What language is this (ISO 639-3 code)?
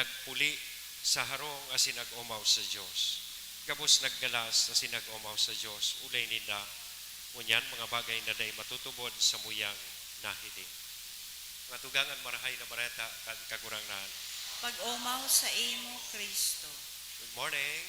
bik